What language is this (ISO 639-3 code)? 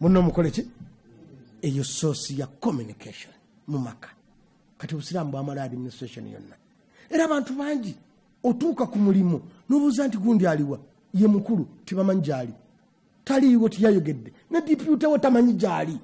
lug